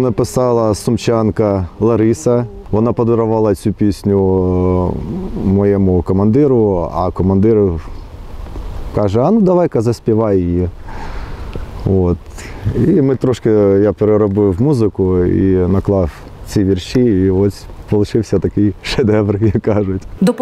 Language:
Ukrainian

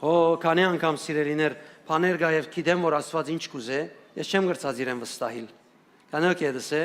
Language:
Western Armenian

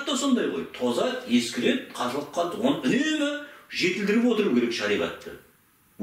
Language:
Kazakh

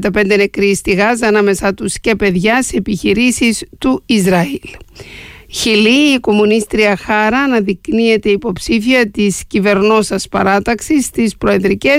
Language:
Greek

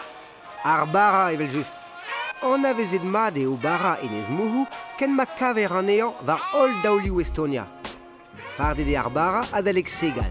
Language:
Breton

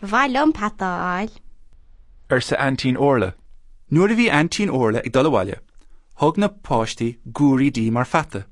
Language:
Irish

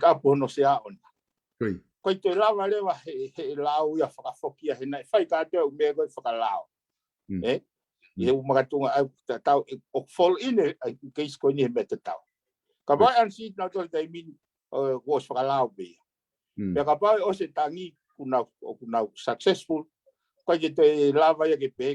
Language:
Tongan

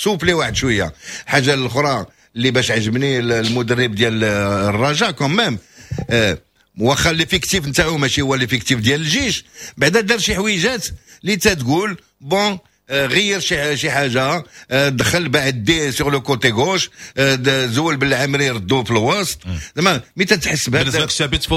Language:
Moroccan Arabic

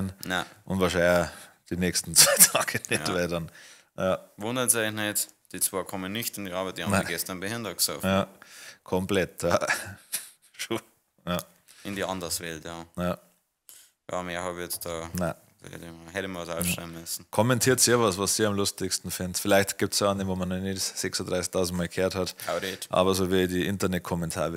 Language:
Bavarian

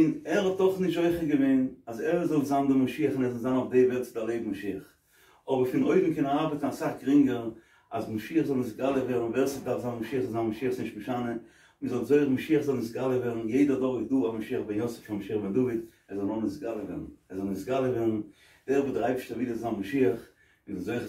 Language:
Yiddish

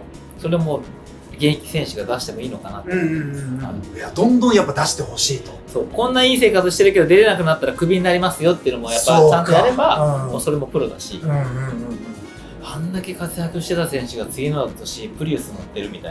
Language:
Japanese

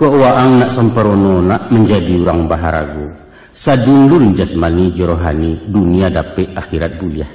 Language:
Minangkabau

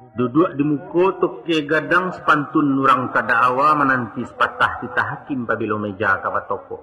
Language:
Minangkabau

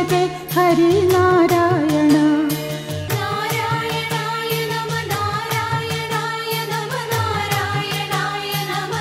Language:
Malayalam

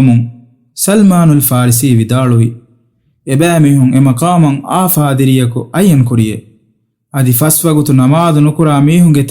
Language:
Divehi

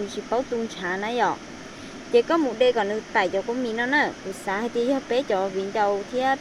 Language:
Hmong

